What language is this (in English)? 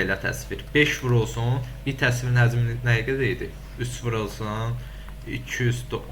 Azerbaijani